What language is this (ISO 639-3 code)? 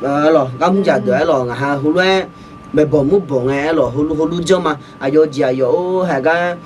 ahk